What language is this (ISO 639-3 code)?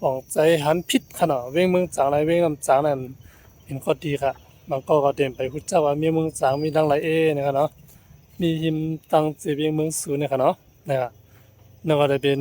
shn